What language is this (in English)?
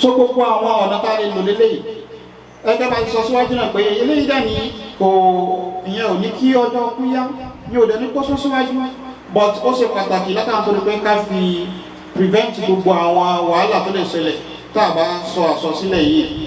Yoruba